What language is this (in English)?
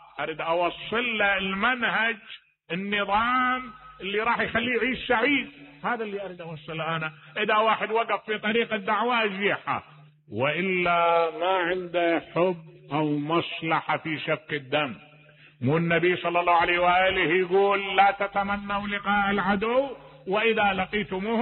Mesopotamian Arabic